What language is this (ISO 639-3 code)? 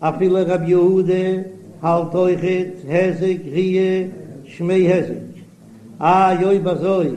yid